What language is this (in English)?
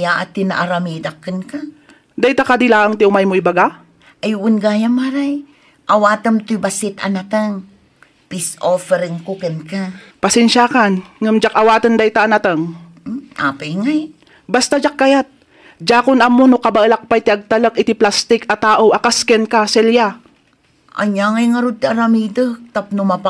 Iloko